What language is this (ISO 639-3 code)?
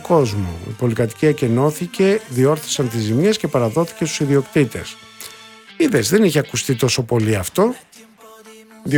ell